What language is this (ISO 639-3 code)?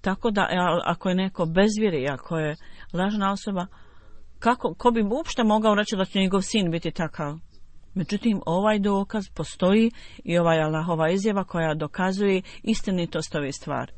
bos